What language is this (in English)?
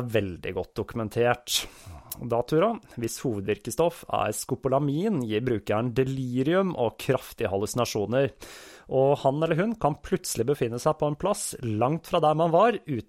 Norwegian